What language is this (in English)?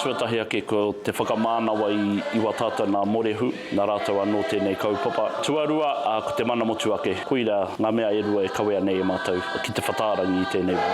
Māori